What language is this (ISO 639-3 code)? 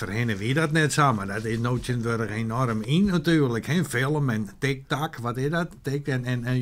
fry